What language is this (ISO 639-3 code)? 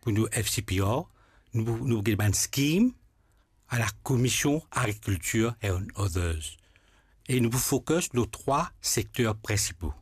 mfe